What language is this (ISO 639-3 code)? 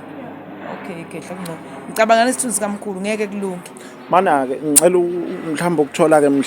zul